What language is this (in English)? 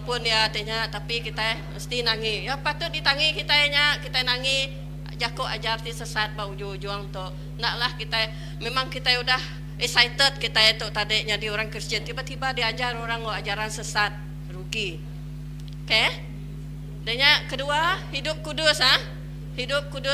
Iban